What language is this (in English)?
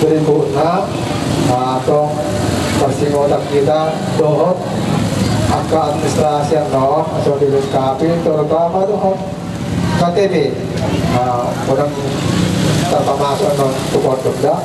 Batak Toba